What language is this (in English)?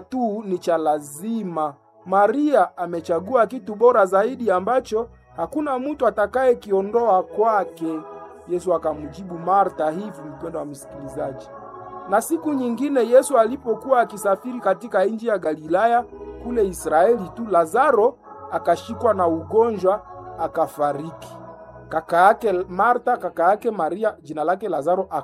Swahili